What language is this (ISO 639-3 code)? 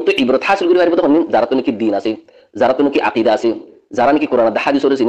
rhg